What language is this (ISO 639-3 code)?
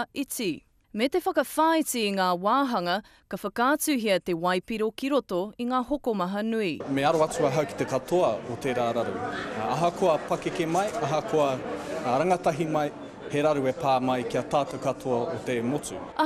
mri